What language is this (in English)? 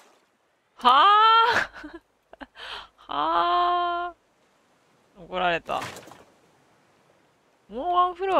Japanese